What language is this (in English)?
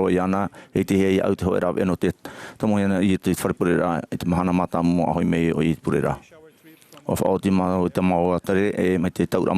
Tahitian